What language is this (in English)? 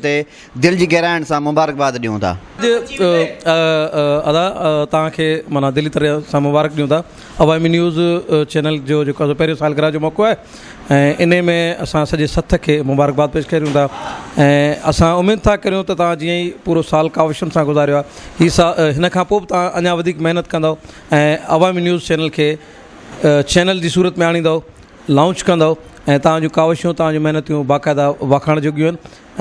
Sindhi